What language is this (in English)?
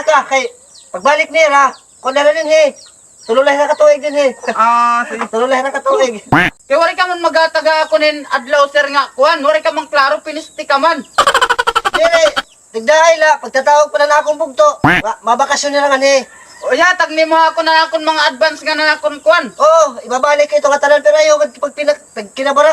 Waray